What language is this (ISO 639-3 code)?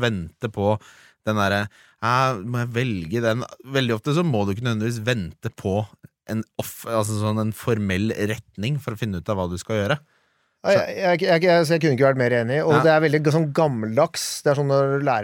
nor